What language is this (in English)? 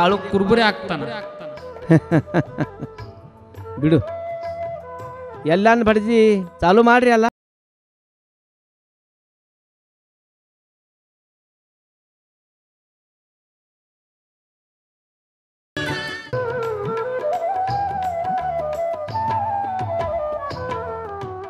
Kannada